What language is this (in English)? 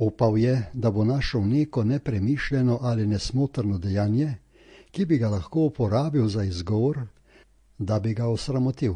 Slovenian